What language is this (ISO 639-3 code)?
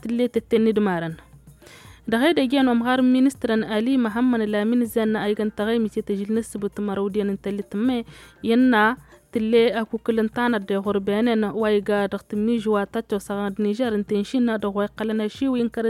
taq